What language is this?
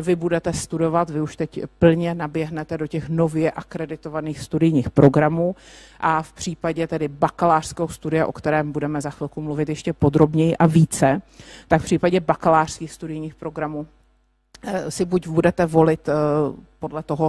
Czech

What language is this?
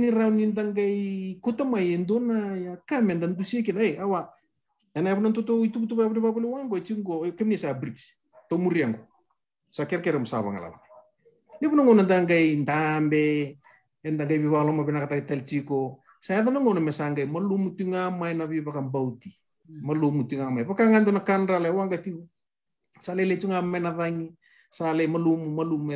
Fijian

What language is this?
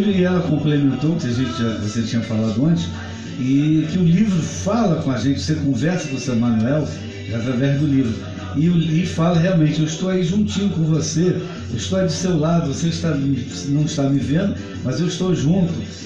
Portuguese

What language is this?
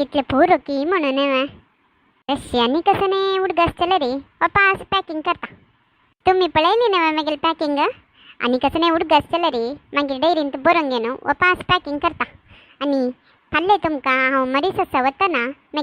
Konkani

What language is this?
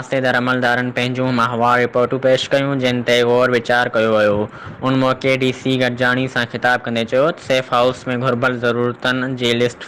Sindhi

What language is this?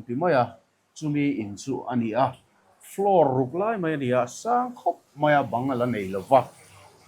Mizo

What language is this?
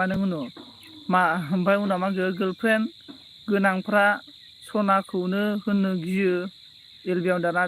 Bodo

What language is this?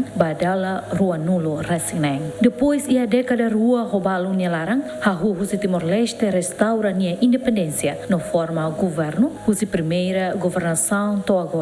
Tetum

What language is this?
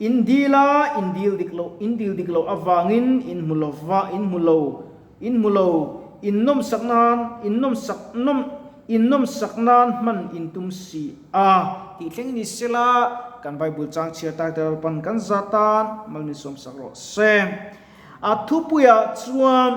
Mizo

